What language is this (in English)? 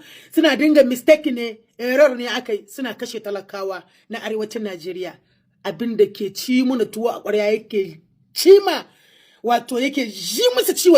Hausa